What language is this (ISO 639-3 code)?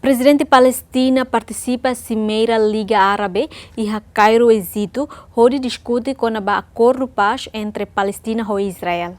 tet